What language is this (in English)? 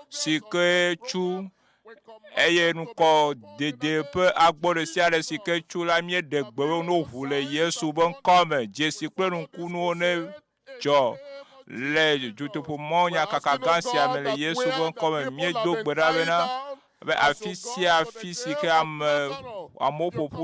Ewe